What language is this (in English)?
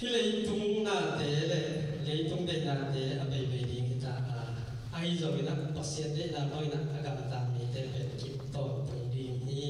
Tedim Chin